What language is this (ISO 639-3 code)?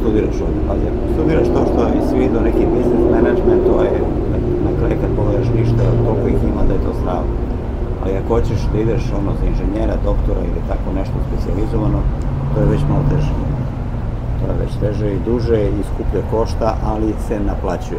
srp